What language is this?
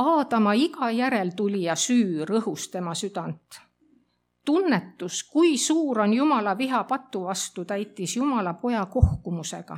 Estonian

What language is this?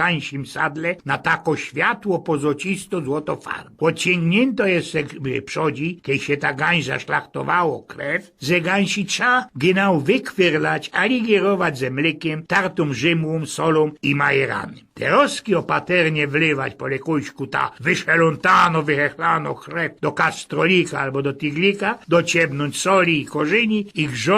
Silesian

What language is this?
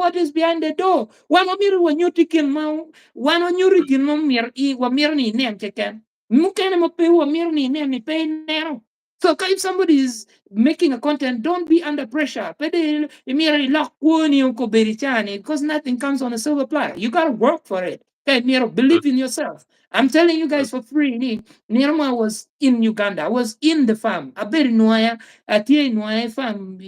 Acoli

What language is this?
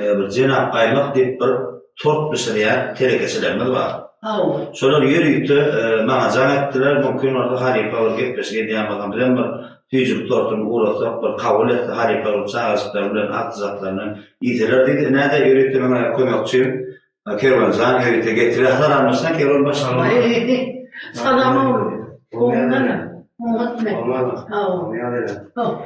Turkmen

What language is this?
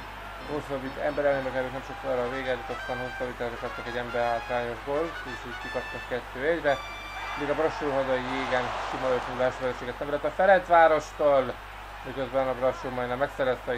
Hungarian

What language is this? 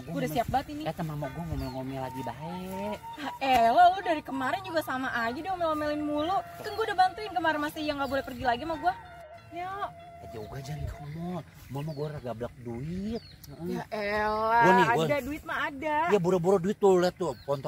Betawi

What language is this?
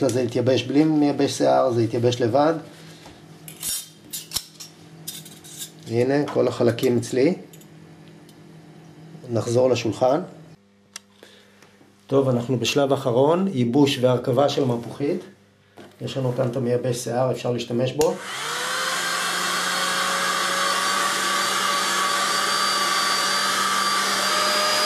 Hebrew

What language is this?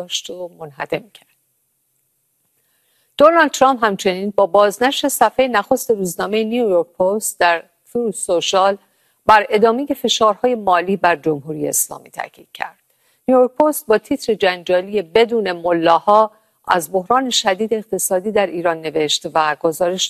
Persian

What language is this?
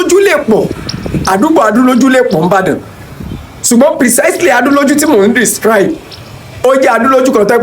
Yoruba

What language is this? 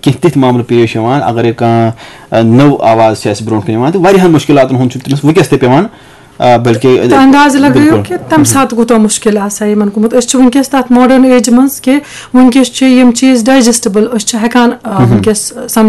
Kashmiri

